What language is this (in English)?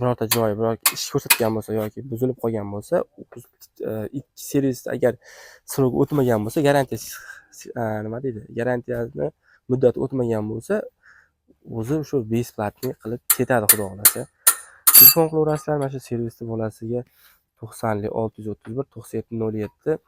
Uzbek